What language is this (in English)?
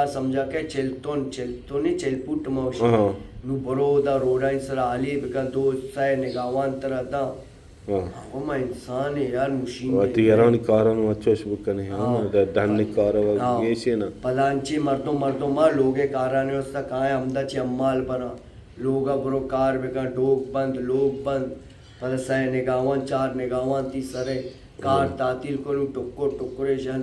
Baluchi